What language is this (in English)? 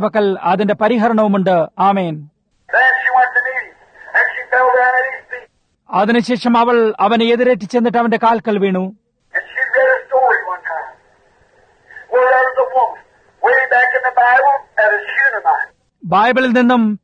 Malayalam